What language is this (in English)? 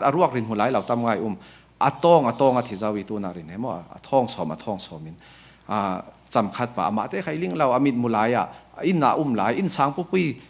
Falam Chin